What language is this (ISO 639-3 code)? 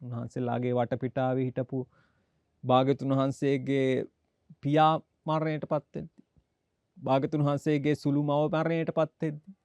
sin